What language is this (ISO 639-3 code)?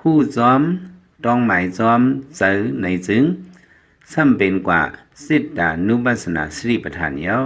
lao